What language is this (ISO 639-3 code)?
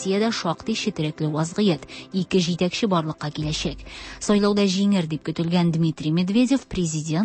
tat